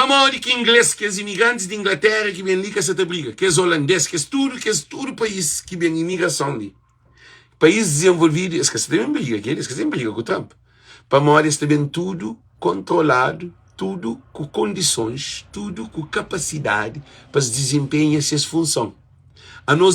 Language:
Kabuverdianu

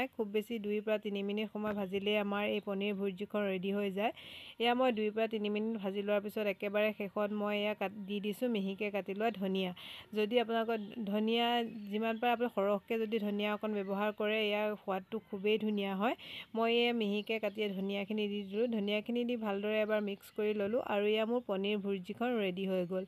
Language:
Assamese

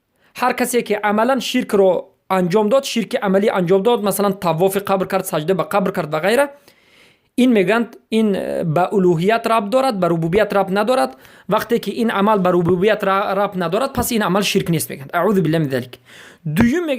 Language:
Persian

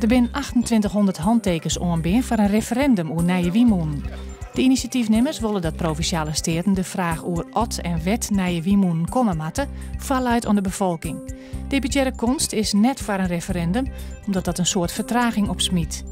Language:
Western Frisian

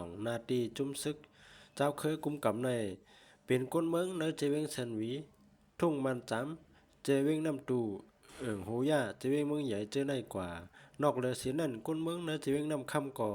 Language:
Shan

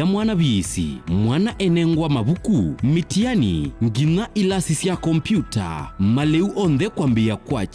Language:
Kamba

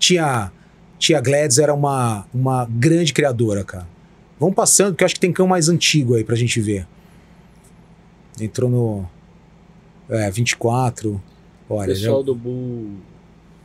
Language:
Portuguese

